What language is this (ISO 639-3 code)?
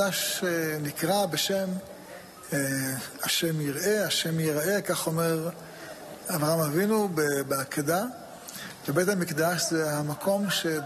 heb